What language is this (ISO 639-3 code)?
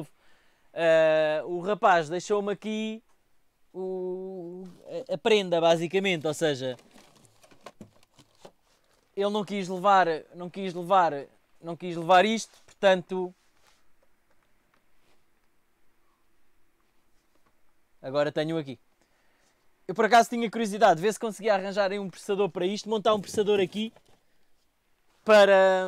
por